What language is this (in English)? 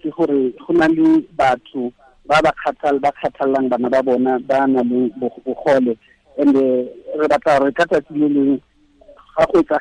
Tswana